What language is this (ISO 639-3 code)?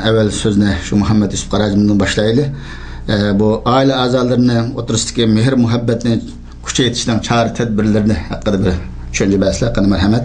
uig